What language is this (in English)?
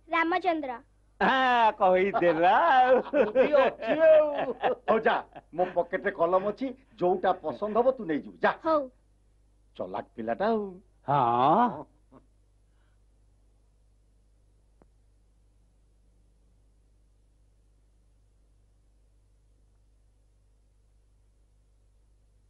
Odia